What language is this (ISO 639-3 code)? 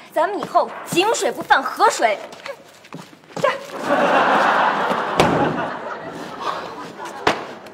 zho